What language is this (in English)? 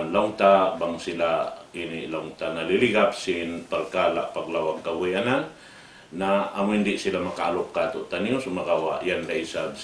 Tausug